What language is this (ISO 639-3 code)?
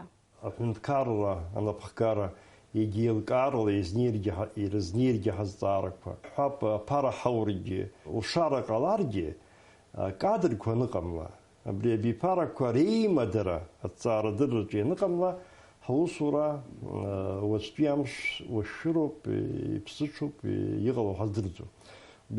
abk